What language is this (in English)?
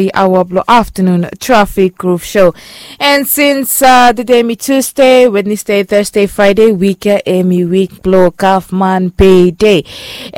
Bislama